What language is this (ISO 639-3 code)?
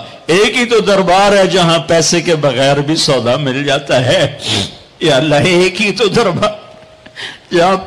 urd